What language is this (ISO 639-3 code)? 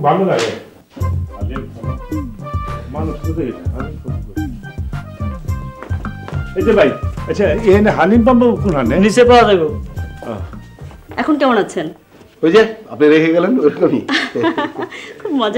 ben